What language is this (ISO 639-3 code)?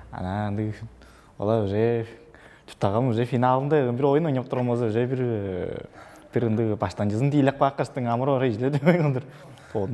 tyv